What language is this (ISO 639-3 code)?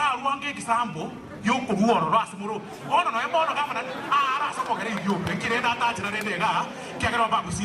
guz